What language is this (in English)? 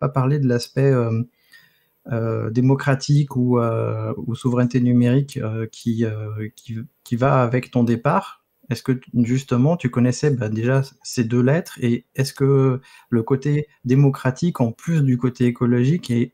French